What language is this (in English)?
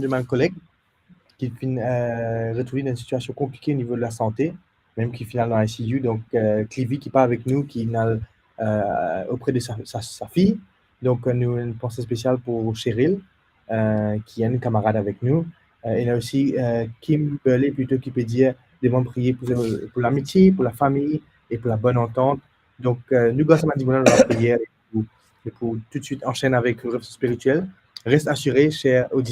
Morisyen